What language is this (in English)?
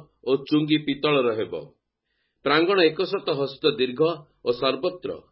Odia